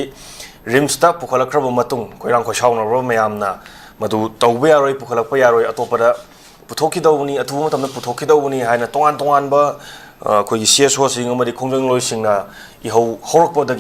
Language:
Manipuri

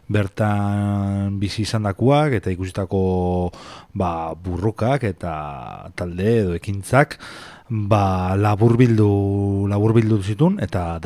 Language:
Basque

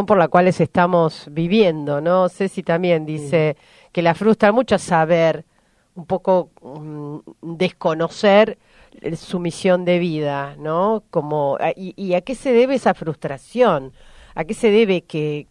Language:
Spanish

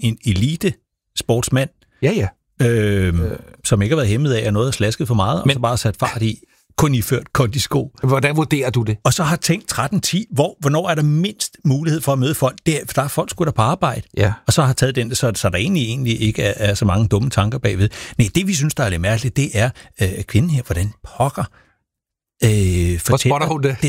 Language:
Danish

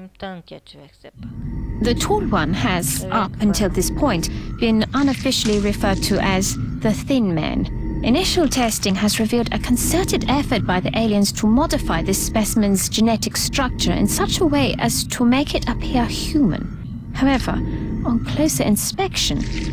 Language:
Bulgarian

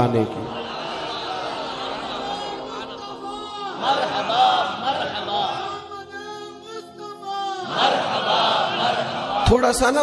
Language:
Urdu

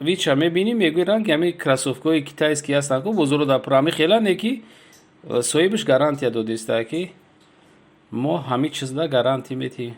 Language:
Tajik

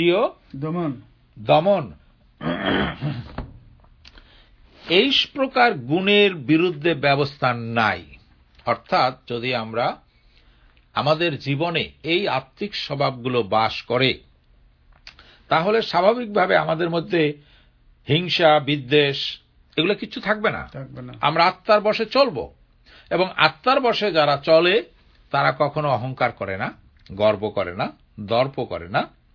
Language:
Bangla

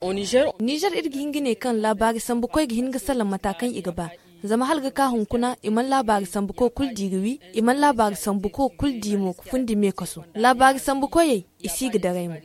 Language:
Zarma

